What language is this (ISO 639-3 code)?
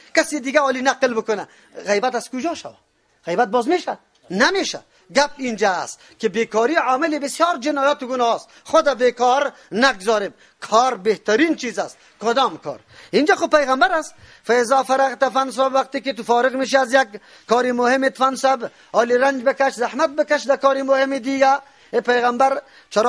fas